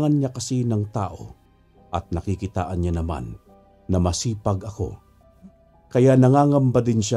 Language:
Filipino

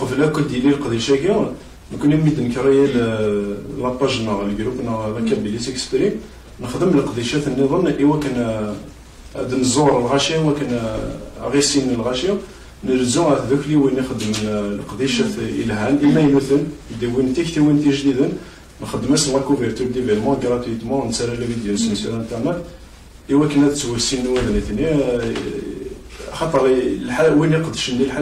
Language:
Kabyle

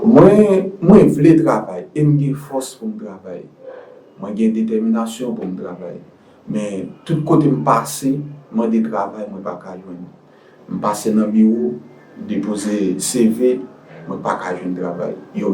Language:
Haitian Creole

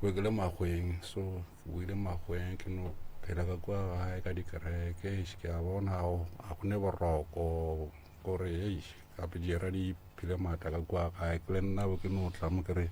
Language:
Northern Sotho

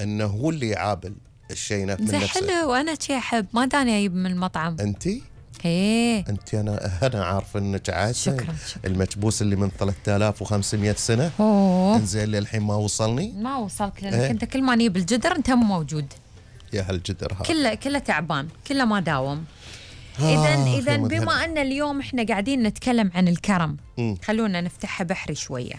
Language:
Gulf Arabic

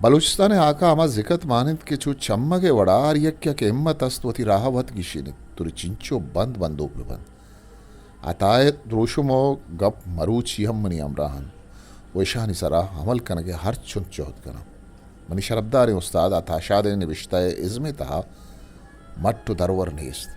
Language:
Eastern Balochi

